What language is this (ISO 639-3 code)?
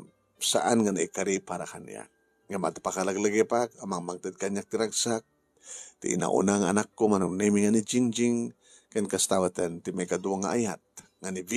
ilo